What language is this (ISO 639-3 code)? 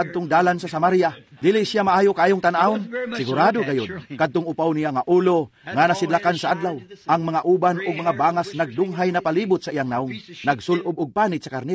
ceb